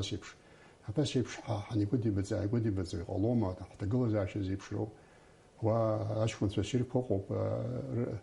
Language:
Abkhazian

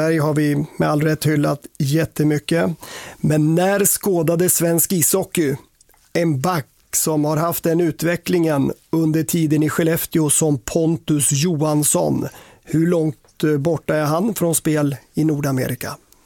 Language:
Swedish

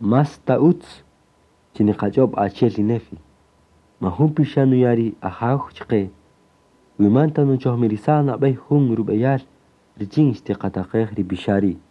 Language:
Kaqchikel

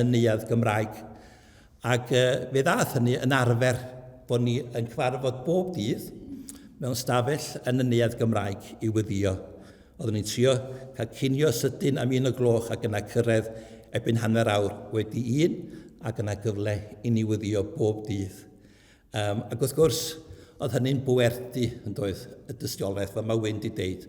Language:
Welsh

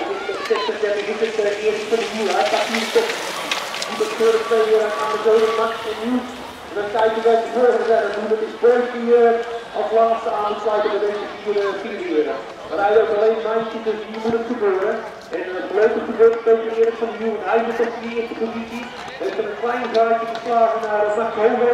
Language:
Dutch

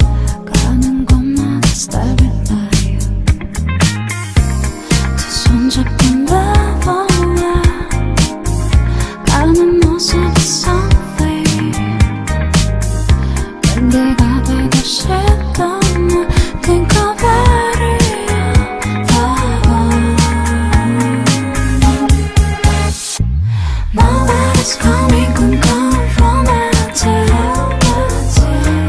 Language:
Korean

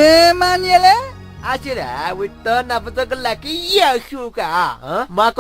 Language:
Newari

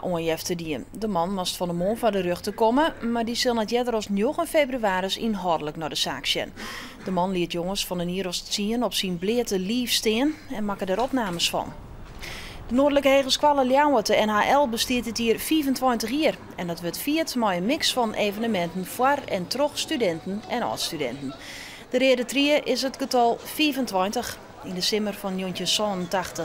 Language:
Western Frisian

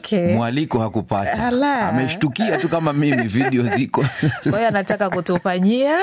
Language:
Swahili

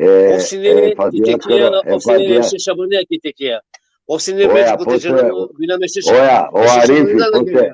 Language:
Balkan Romani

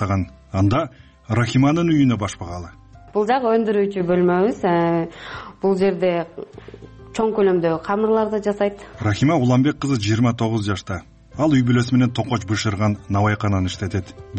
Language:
Kyrgyz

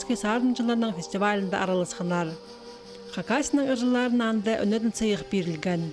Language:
Khakas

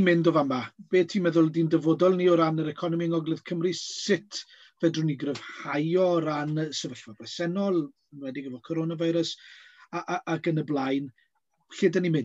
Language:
Welsh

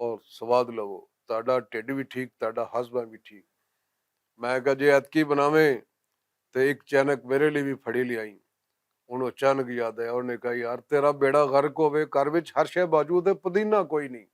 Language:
Western Panjabi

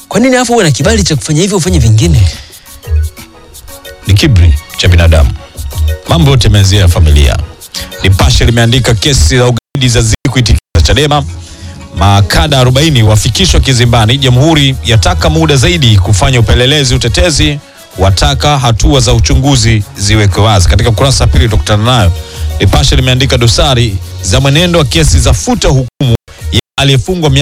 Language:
Swahili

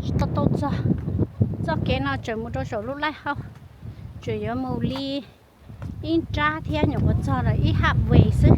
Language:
Hmong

